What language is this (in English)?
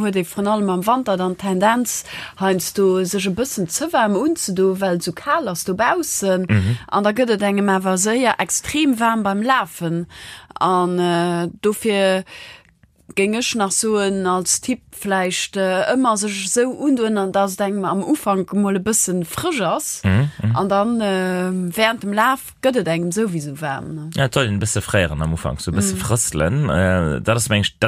Luxembourgish